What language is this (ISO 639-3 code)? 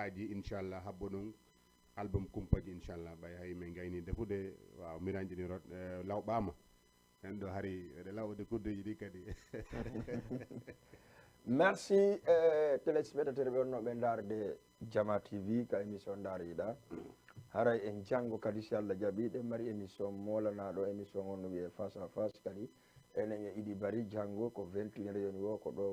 ful